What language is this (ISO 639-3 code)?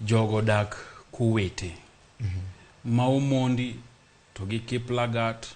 luo